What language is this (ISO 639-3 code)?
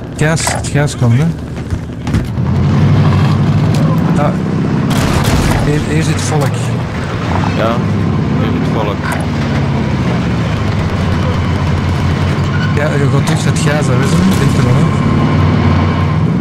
nld